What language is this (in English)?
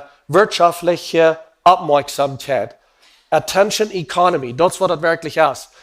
Plautdietsch